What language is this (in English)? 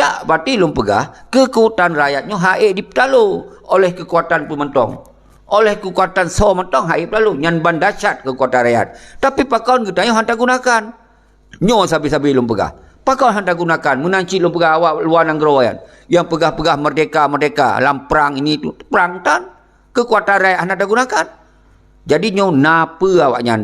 Achinese